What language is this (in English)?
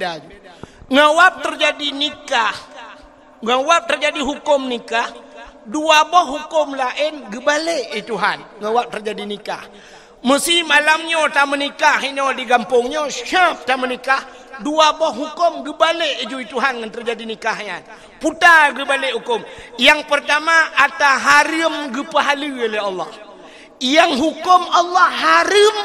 Achinese